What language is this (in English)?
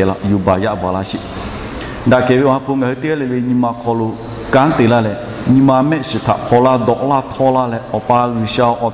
Lahu